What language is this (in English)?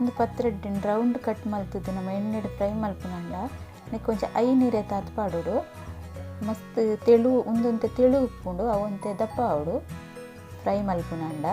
Tulu